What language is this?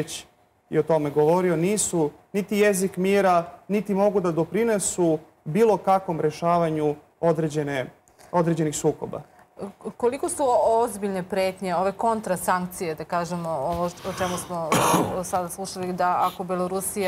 Serbian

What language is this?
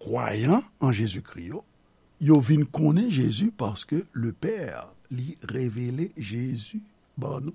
Haitian Creole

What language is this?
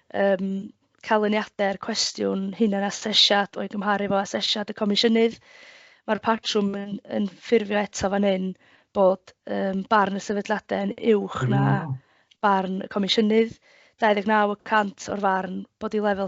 Welsh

